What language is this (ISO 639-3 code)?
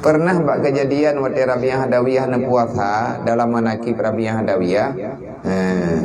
ace